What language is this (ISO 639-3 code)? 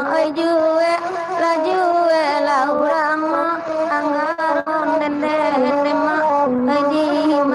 min